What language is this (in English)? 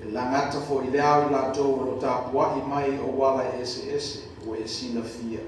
Samoan